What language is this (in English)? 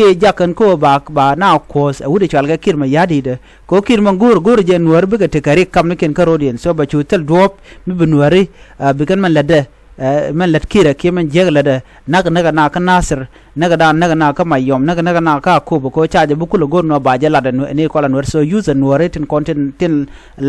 Nuer